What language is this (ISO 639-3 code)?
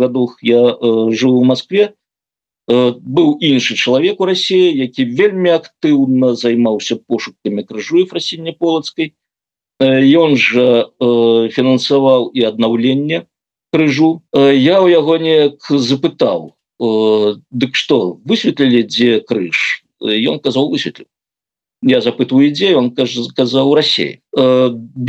bel